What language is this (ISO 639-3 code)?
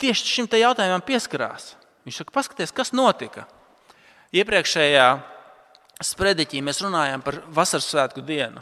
lav